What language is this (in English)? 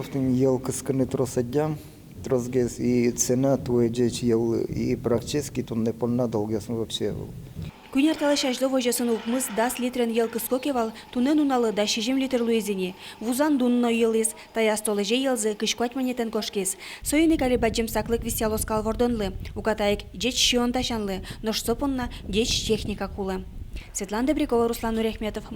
Udmurt